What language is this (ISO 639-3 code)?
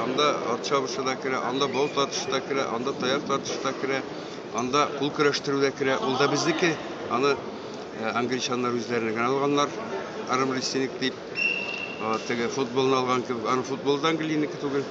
tat